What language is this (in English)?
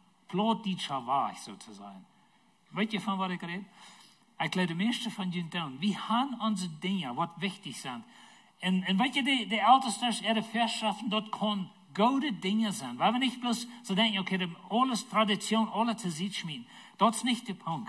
Plautdietsch